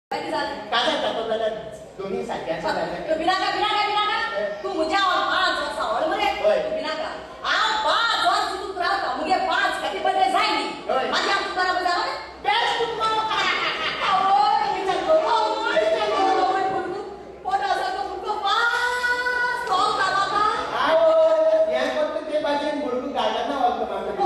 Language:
Konkani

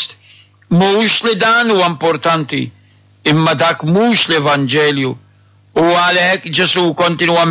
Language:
Maltese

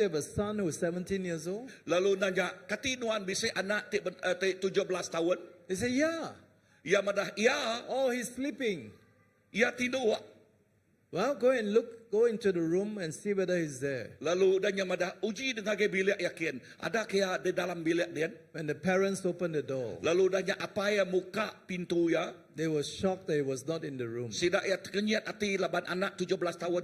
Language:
Iban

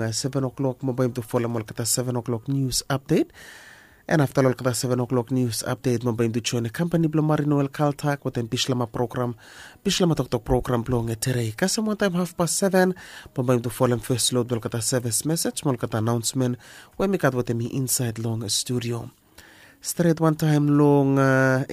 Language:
Bislama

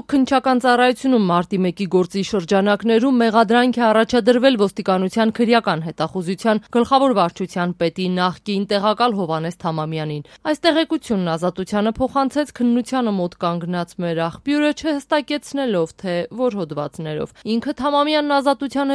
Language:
Armenian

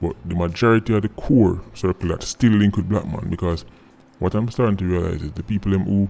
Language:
Jamaican Creole English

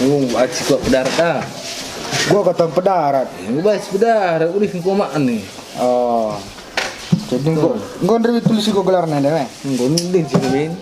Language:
Batak Karo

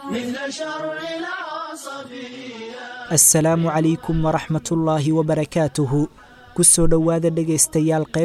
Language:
Somali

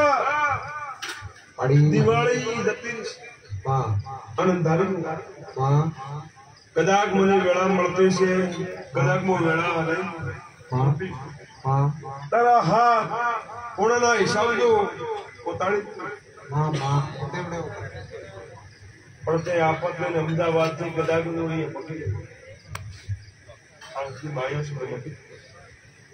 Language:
Gujarati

